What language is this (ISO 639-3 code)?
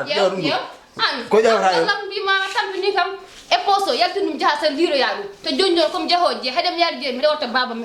ful